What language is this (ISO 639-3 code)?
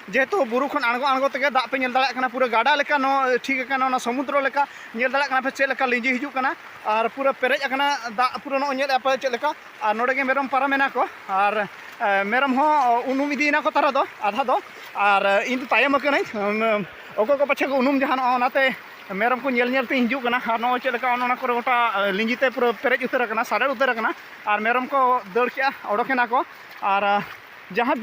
sat